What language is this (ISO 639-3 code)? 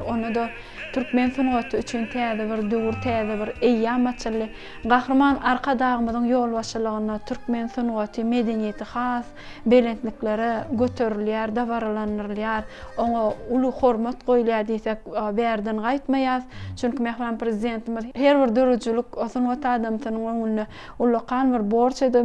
tuk